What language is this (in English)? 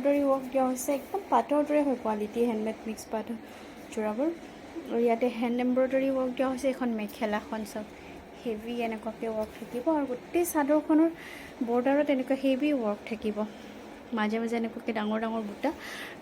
Assamese